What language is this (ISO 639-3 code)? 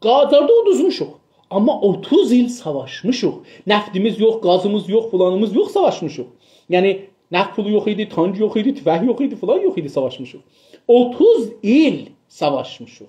azb